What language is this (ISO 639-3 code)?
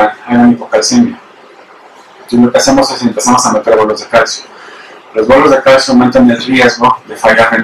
spa